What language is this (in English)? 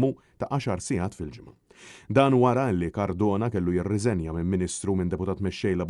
Maltese